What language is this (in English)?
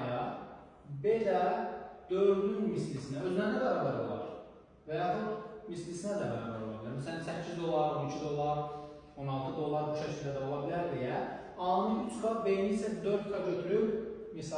Azerbaijani